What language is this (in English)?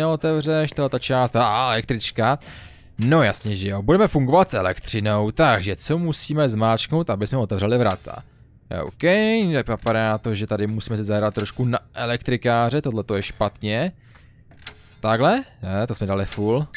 Czech